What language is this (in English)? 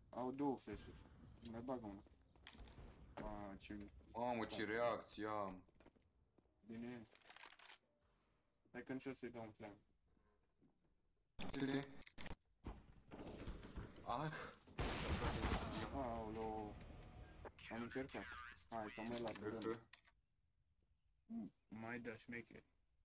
Romanian